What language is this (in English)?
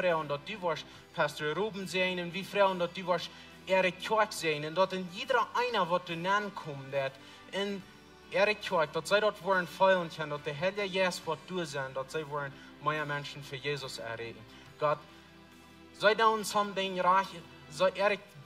Plautdietsch